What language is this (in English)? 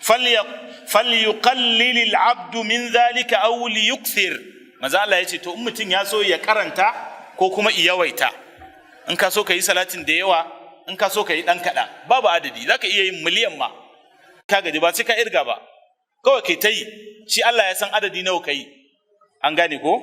Hausa